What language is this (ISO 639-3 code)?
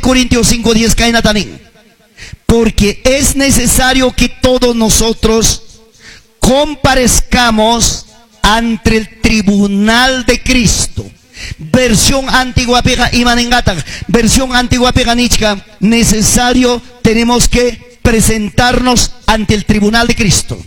quy